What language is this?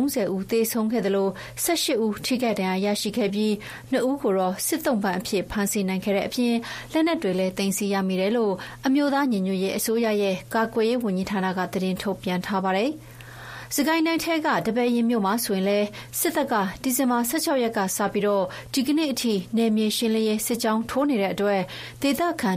Burmese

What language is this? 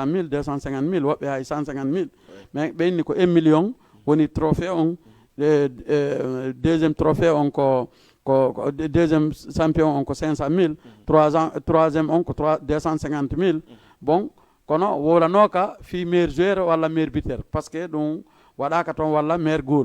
Fula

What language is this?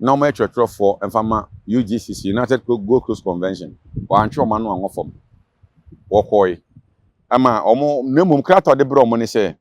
Akan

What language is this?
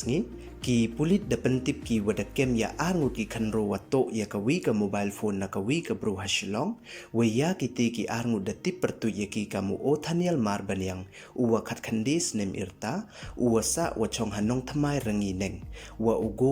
Pnar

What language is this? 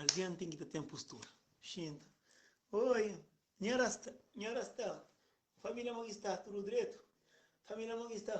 Kabuverdianu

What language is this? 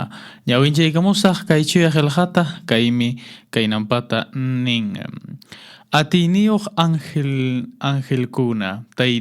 Quechua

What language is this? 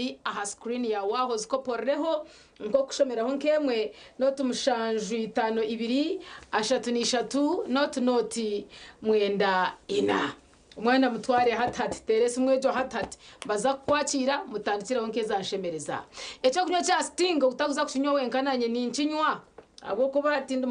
Nyankole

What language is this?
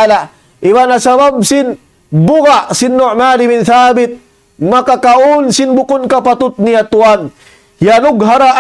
Tausug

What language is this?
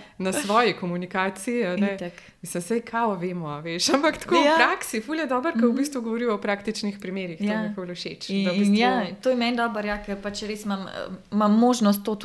Slovenian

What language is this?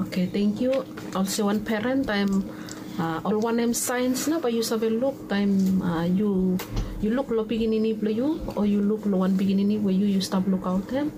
Bislama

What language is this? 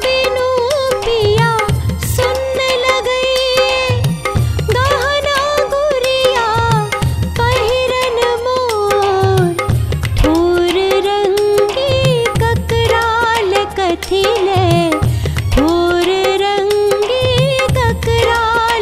Maithili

